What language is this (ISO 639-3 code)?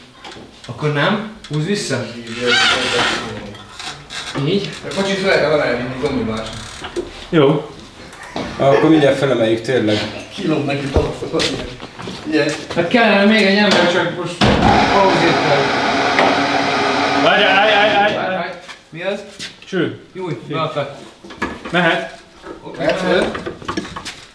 hun